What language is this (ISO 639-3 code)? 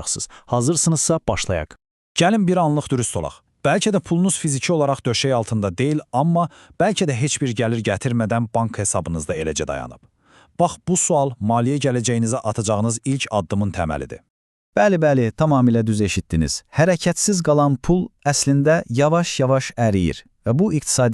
aze